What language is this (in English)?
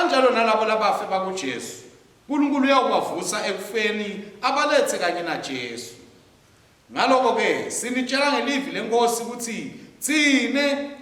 Swati